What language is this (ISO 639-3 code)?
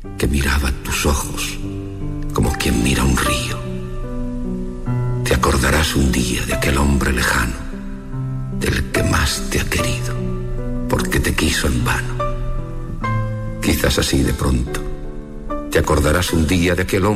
spa